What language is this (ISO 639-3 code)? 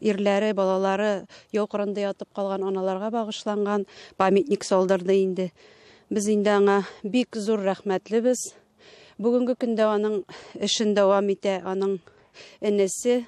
tat